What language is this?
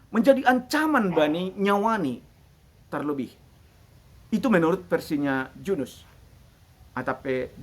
Batak Simalungun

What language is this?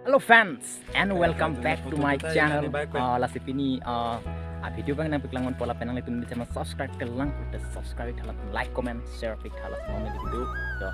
Karbi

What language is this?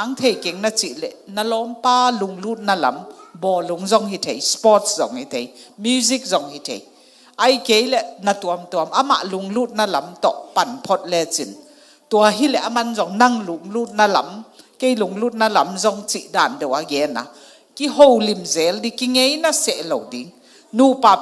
Tedim Chin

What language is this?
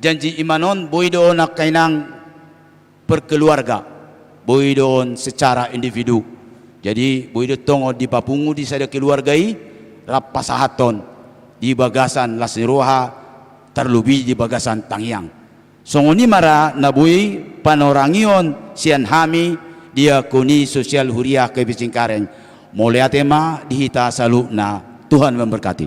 Batak Toba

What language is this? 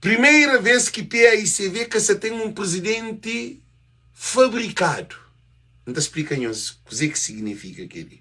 Kabuverdianu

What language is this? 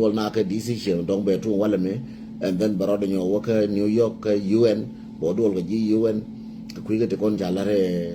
Nuer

